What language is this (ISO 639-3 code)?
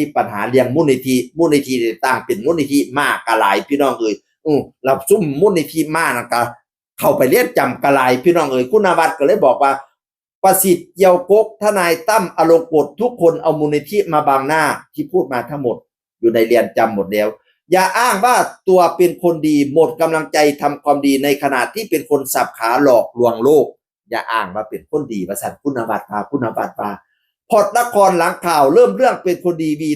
tts